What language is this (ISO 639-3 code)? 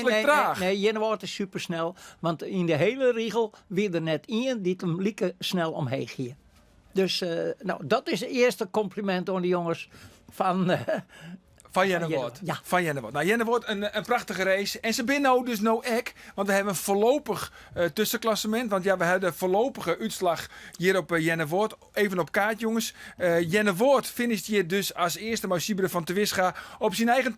fry